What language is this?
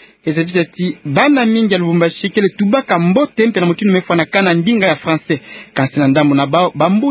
Kituba (Democratic Republic of Congo)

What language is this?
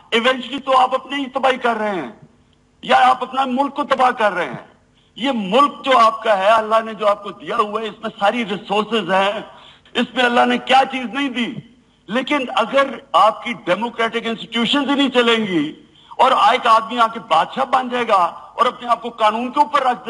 Urdu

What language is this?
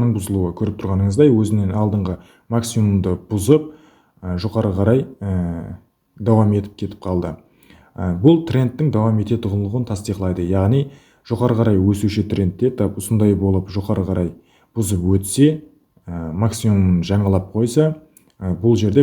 Kara-Kalpak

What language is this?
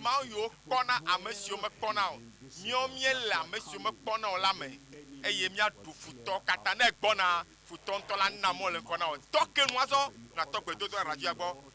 Ewe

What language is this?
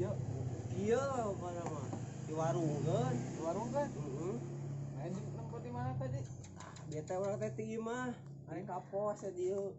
Sundanese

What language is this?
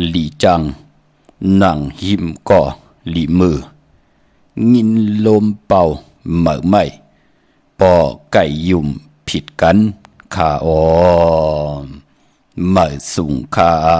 Shan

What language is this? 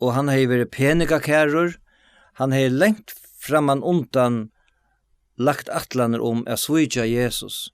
Faroese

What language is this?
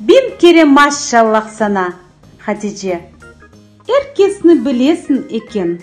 Crimean Tatar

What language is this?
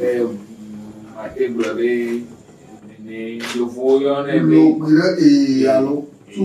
Ewe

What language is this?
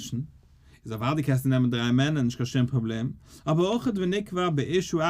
Yiddish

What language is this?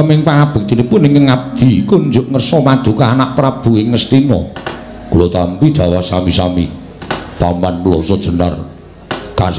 Javanese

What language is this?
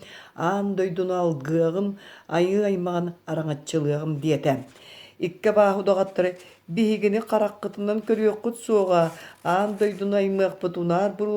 Yakut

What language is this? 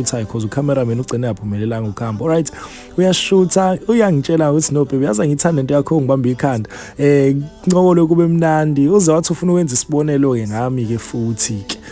Zulu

